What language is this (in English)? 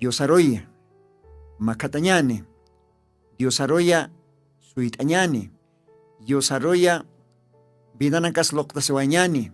Aymara